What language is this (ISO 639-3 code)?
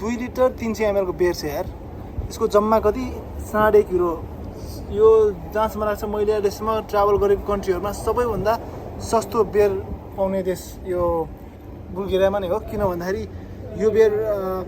nep